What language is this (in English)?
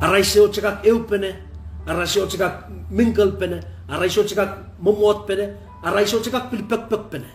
Pohnpeian